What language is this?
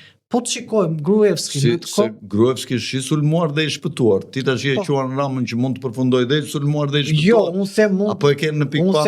Albanian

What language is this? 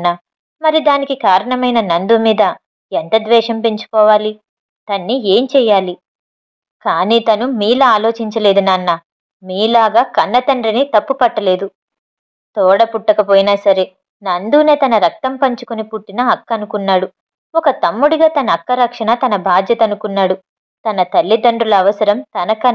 Telugu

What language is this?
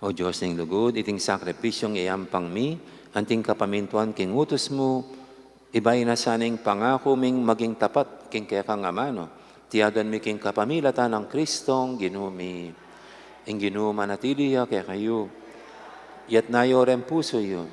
Pampanga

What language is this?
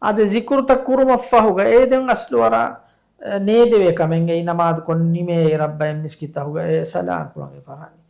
Divehi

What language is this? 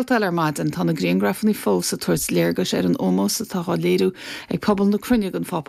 Irish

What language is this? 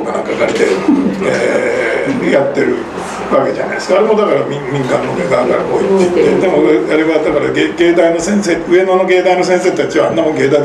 Japanese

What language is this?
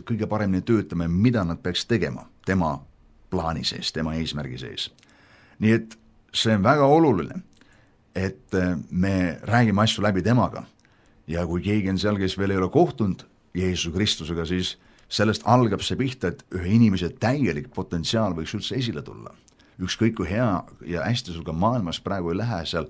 Estonian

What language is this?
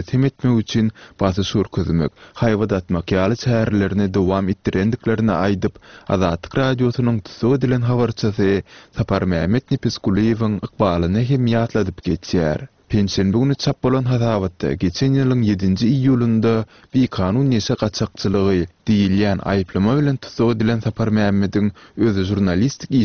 Turkmen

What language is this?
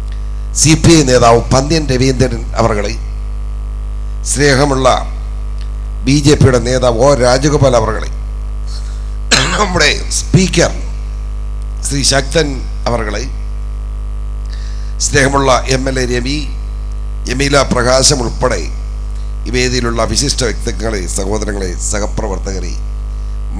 Malayalam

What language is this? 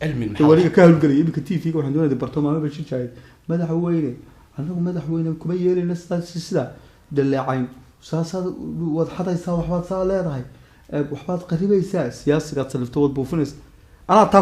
Somali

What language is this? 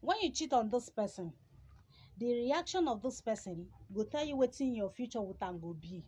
Nigerian Pidgin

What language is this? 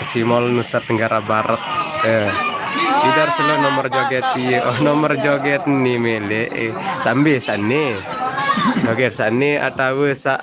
Sasak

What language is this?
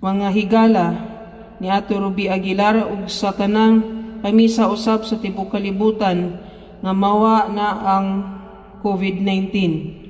Cebuano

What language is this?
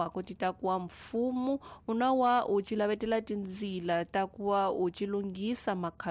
Tsonga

